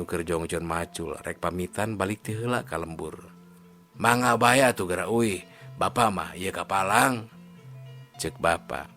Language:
Sundanese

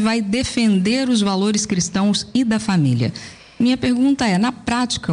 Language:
Portuguese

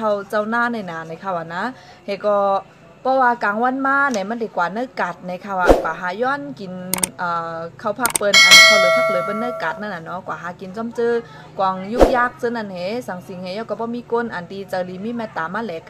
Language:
Shan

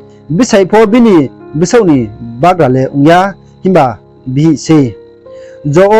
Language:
Riang (India)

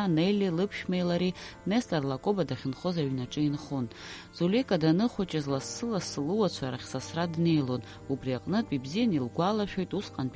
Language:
Abkhazian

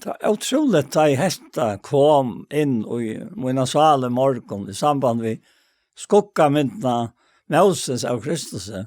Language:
Faroese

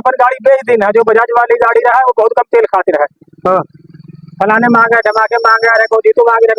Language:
Awadhi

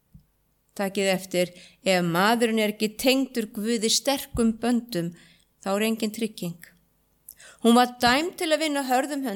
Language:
Icelandic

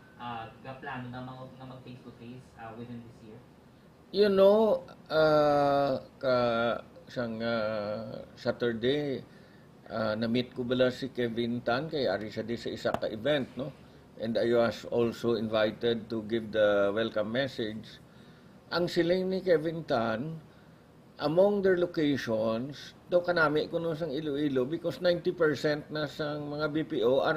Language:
Hiligaynon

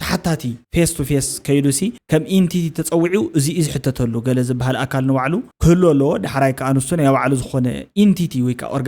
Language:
Tigrinya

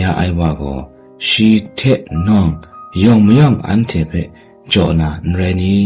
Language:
Kachin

